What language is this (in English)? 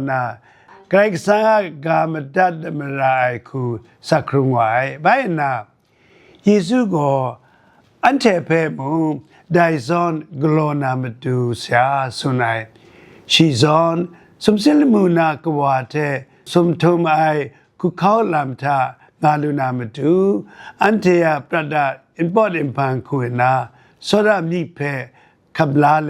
Kachin